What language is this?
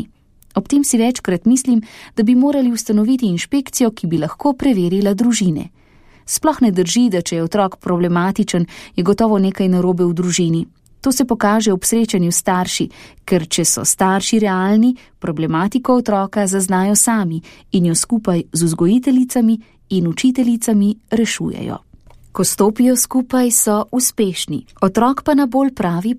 Slovenian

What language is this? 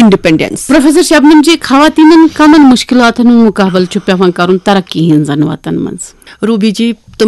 Kashmiri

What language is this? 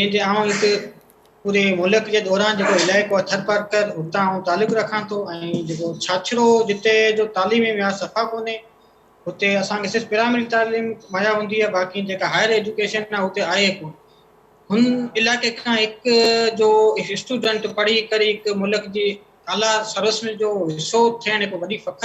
Sindhi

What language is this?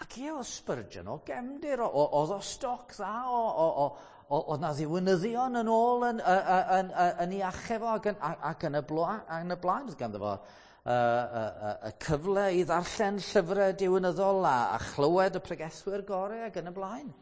Welsh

